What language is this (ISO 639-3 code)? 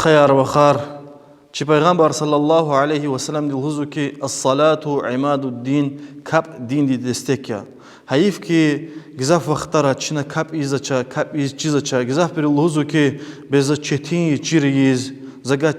lez